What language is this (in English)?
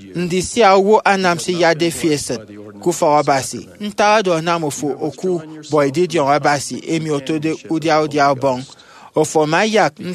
Efik